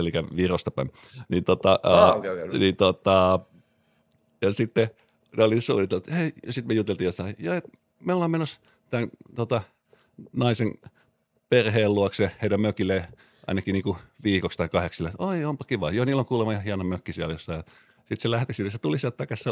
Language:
Finnish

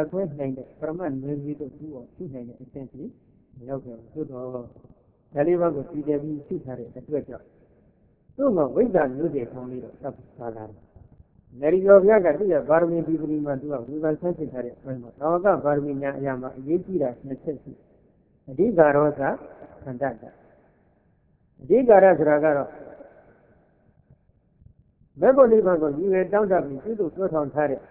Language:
Burmese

